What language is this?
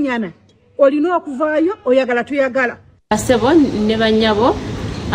Ganda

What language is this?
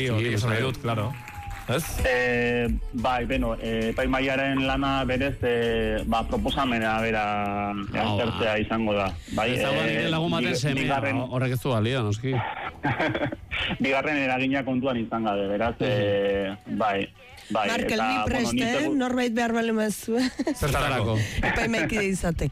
Basque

